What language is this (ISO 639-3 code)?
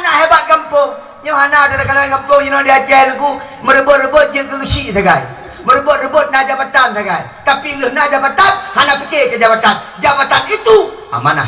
ace